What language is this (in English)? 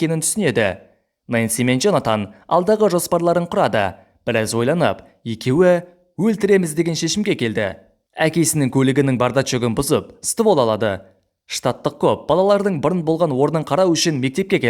Kazakh